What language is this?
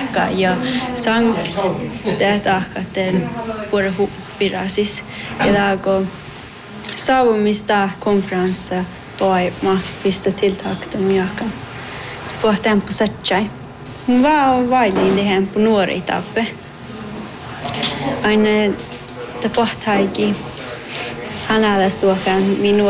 Northern Sami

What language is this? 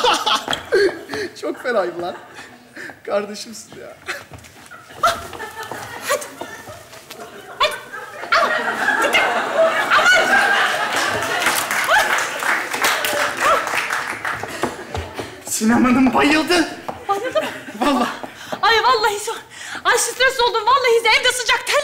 Turkish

